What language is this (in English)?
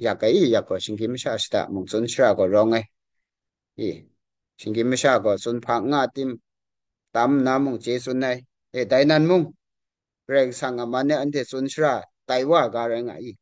Kachin